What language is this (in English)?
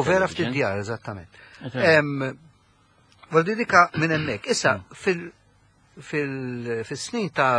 Maltese